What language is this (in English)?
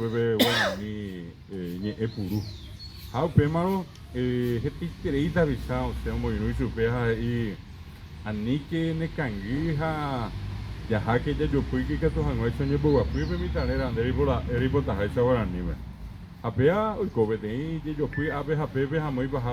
Guarani